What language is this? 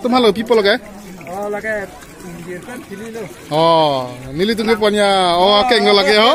Karbi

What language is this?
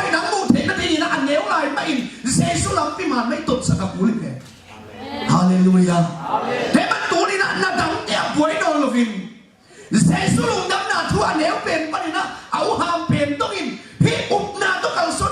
Tedim Chin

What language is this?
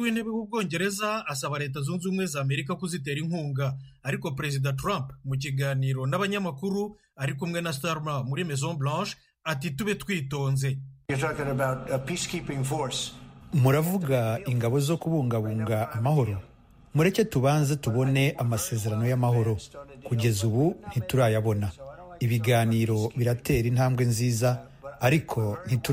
Kinyarwanda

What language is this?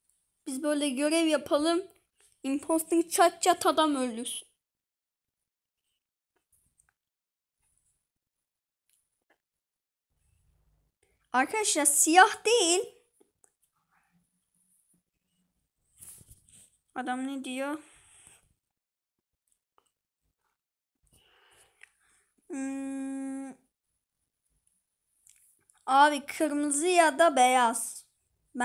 Turkish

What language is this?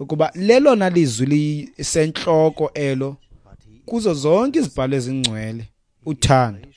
Xhosa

